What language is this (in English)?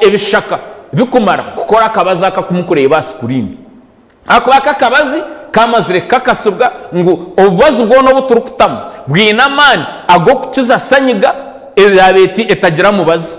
Nyankole